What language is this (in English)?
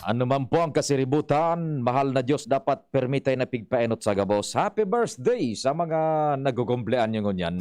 Bikol